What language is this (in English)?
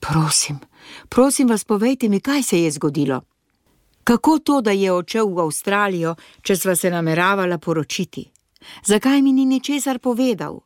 Slovenian